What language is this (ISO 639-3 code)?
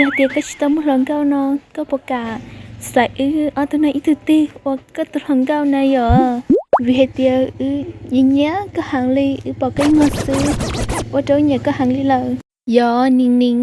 hmn